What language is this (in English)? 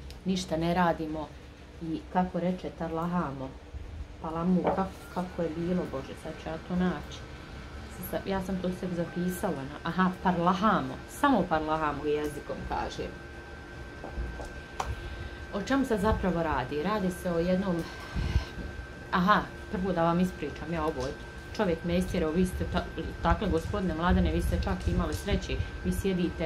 Croatian